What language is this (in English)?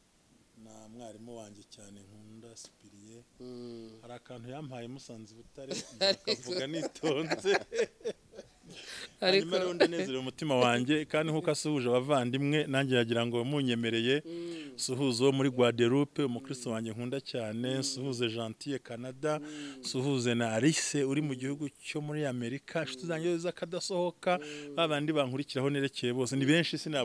Kinyarwanda